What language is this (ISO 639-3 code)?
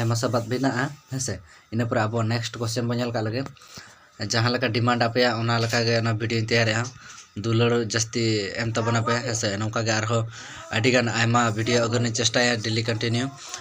sat